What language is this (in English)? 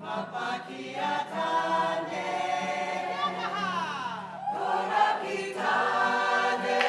Māori